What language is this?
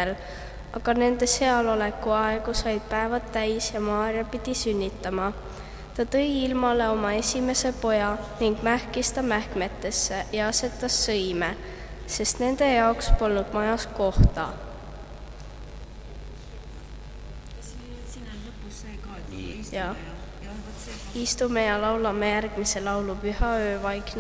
Estonian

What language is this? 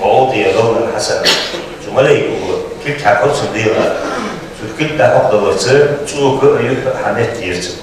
Ingush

